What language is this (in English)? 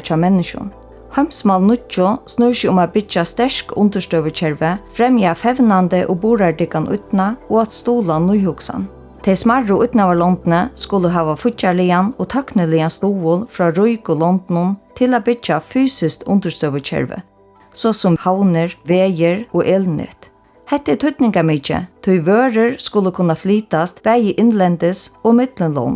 Faroese